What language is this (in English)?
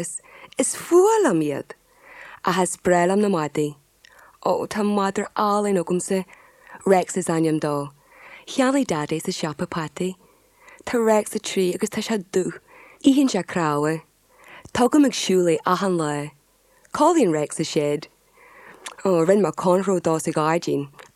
Irish